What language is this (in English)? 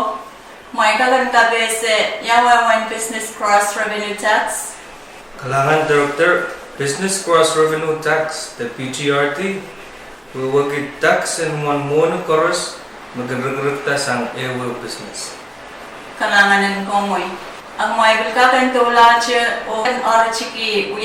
Pohnpeian